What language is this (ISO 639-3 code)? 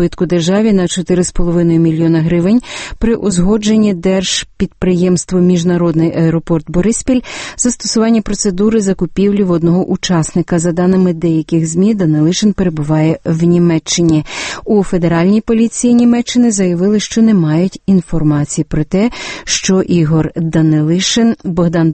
ukr